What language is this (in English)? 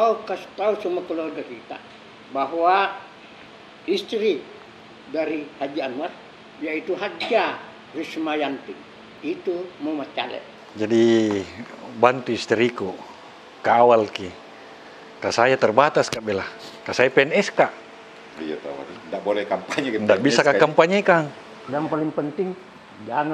Makassar Malay